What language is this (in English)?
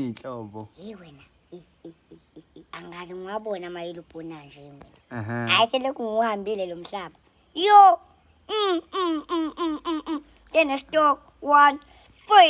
Zulu